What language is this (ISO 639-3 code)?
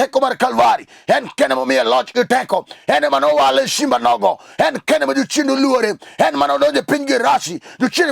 luo